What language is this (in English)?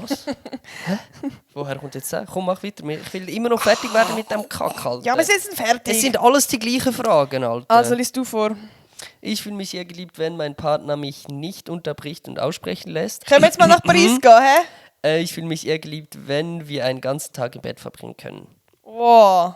Swiss German